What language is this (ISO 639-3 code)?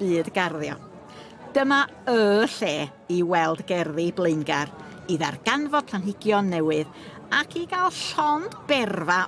cym